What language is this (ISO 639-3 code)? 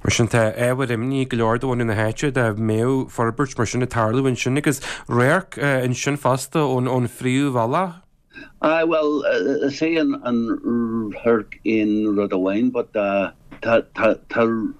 gle